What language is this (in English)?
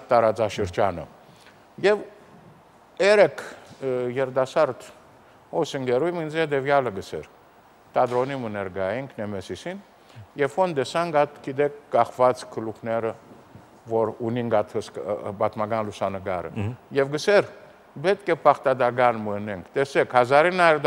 Armenian